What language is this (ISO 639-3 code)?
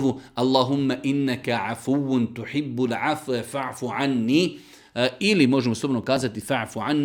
srp